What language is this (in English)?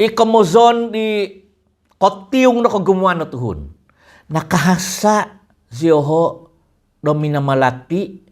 Central Dusun